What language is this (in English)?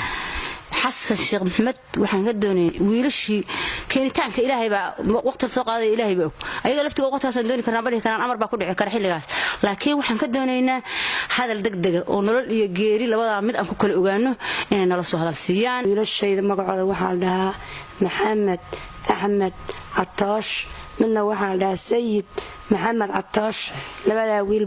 Somali